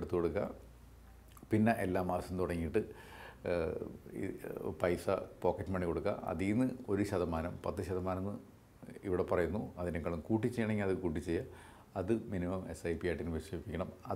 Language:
Malayalam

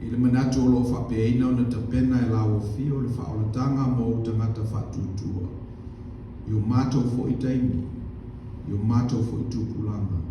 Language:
Samoan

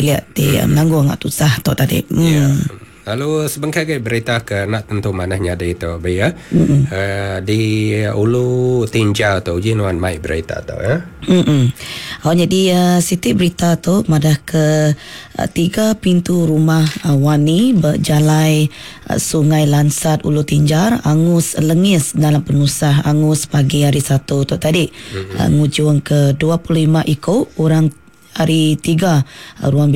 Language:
Iban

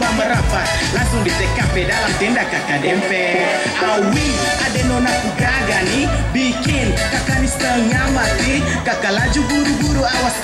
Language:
Indonesian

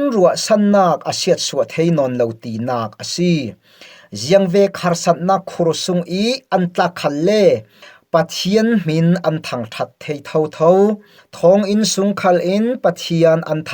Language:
Falam Chin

